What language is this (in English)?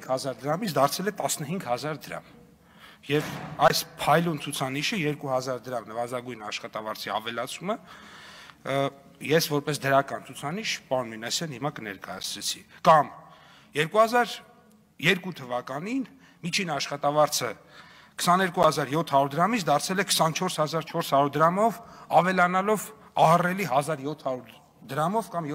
Armenian